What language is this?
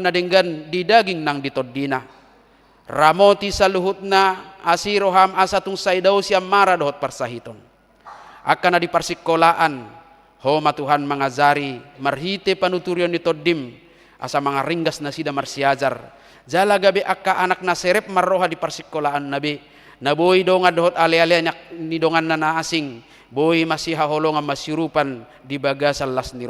Batak Toba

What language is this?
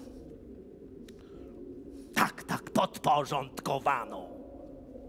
Polish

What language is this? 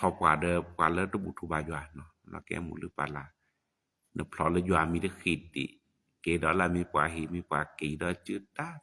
S'gaw Karen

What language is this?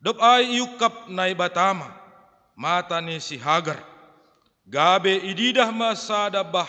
Batak Simalungun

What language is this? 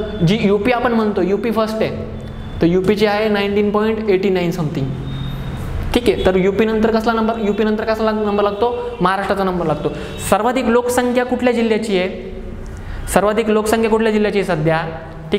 Marathi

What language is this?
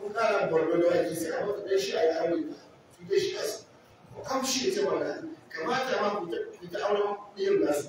Hausa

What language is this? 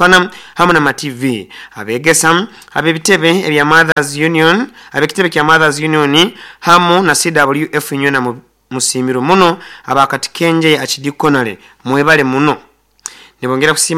Nyoro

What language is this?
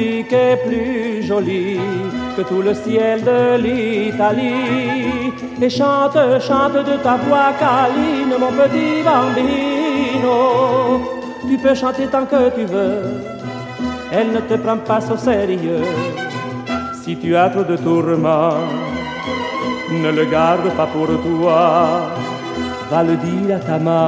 French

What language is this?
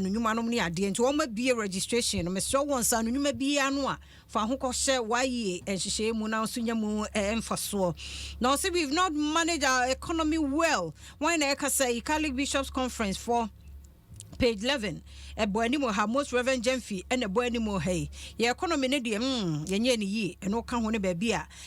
Akan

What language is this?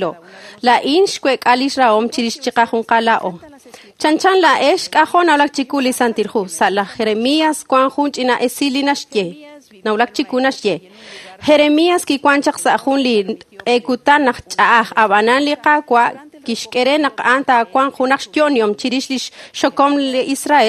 Kekchí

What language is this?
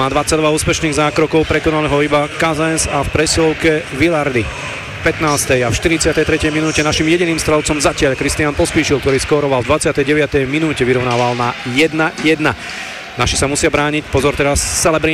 Slovak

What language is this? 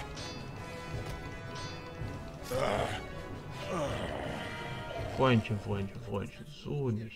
German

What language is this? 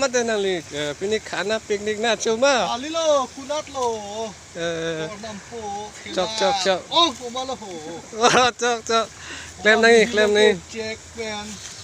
Karbi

